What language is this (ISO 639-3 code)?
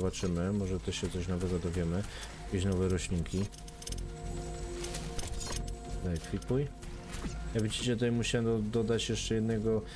pol